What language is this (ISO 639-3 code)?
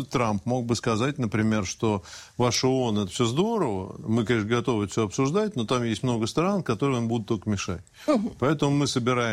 rus